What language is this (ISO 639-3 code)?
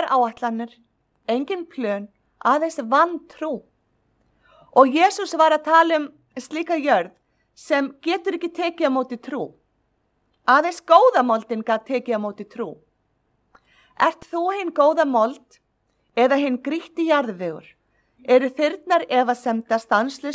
isl